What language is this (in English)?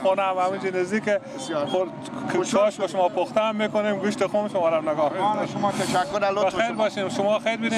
Persian